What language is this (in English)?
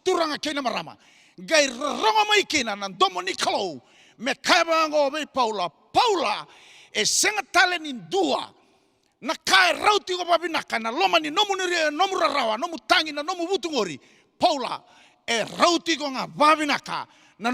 Fijian